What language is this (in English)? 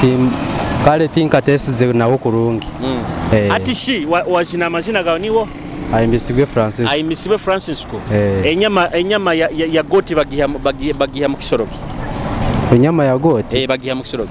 Nyoro